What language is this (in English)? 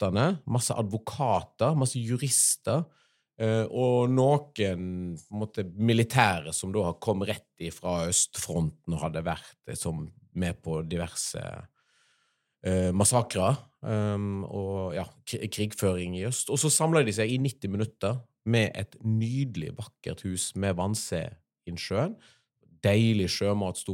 Norwegian